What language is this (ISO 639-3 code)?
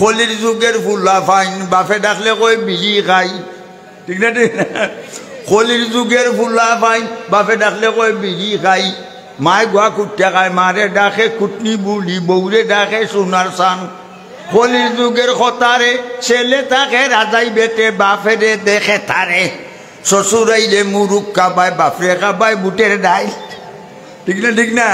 syl